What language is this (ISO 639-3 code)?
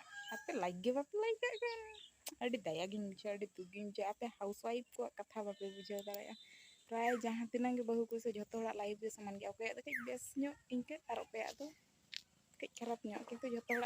sat